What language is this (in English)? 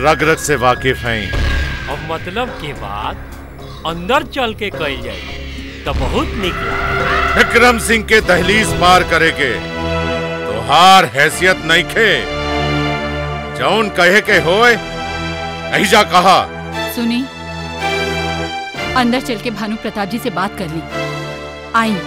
Bhojpuri